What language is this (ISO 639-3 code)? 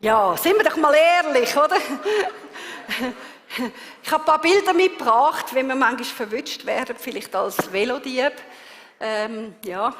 gsw